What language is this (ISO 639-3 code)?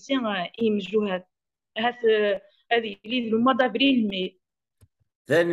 kab